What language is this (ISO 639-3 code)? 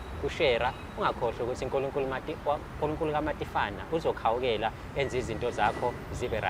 zul